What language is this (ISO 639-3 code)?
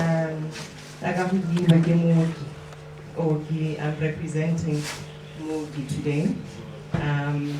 tsn